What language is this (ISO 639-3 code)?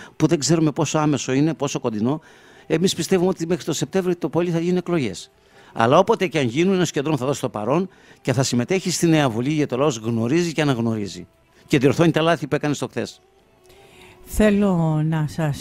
ell